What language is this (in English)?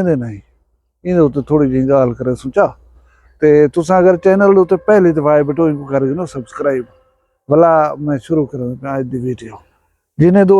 Saraiki